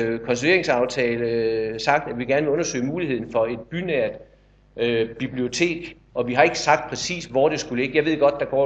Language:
Danish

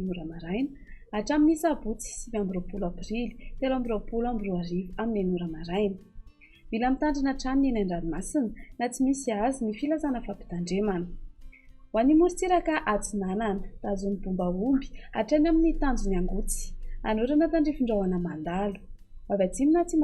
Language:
Malagasy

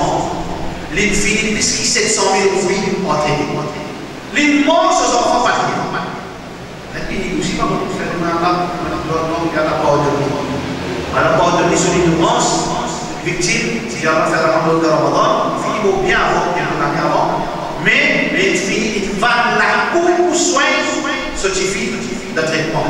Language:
Morisyen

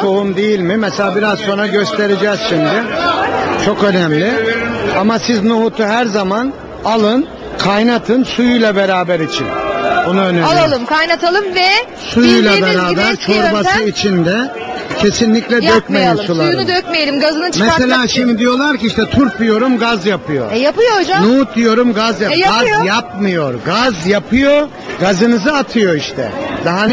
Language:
Turkish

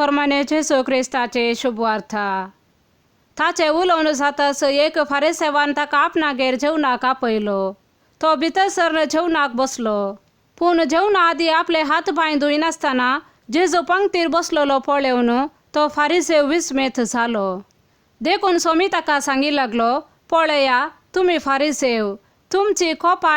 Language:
Konkani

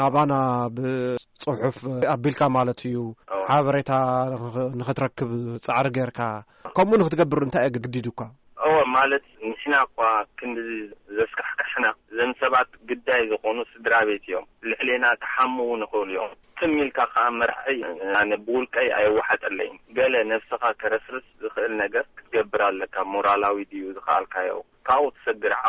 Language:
Tigrinya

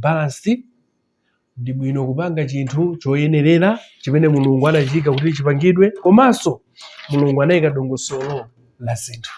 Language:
Nyanja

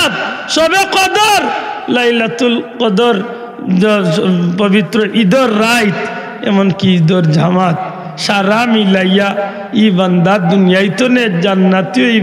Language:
Sylheti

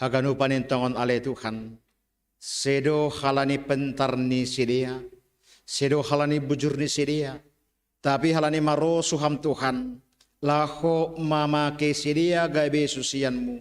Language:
Batak Simalungun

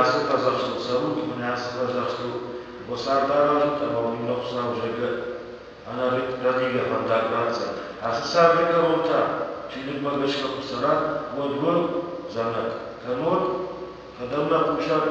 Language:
Ossetic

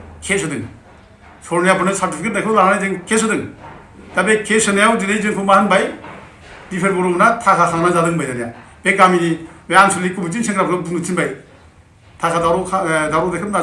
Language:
Bodo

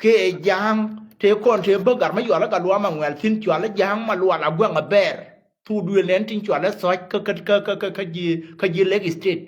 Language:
Nuer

